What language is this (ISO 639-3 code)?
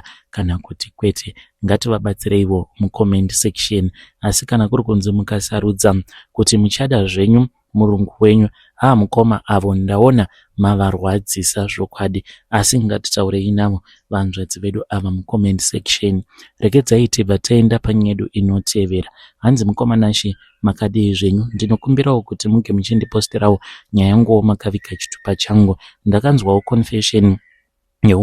sna